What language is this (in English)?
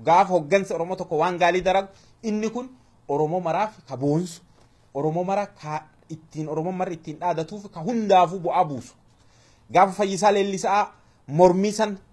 Oromo